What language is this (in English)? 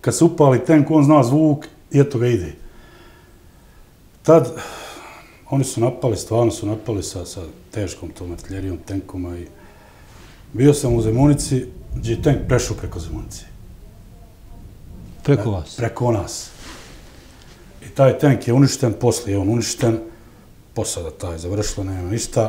Bosnian